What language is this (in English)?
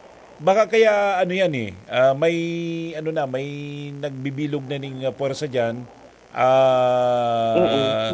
Bikol